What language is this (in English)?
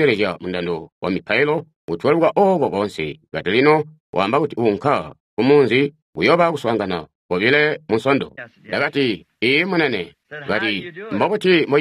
Tonga (Zambia)